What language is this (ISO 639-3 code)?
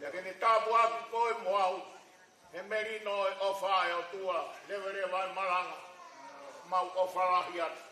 ton